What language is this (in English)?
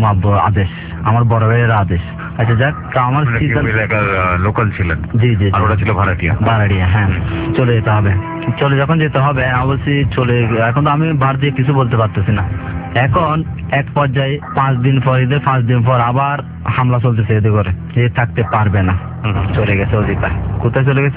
Bangla